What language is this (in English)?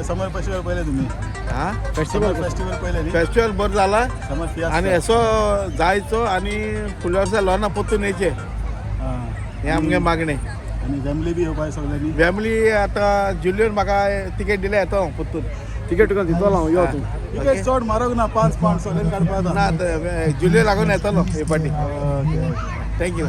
Konkani